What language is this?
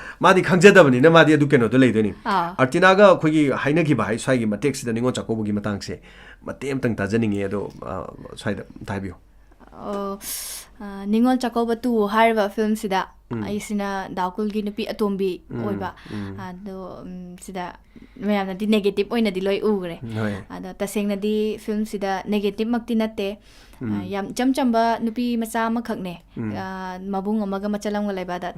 Manipuri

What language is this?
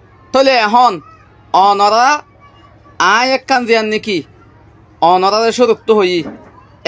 Rohingya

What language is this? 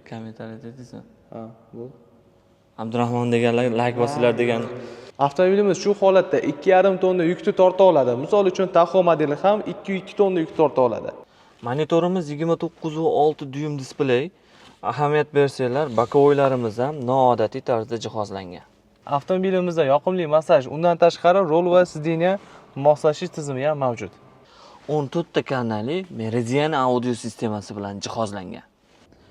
Uzbek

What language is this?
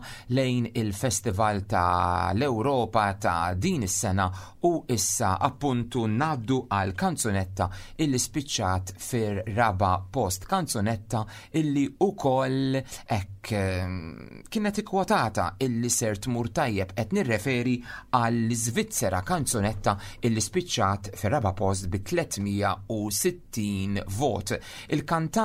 Maltese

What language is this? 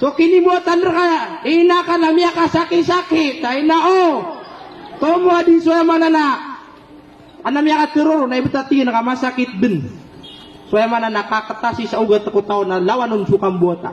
Maranao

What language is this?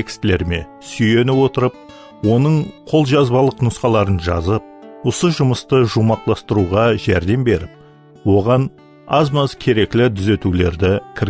Kara-Kalpak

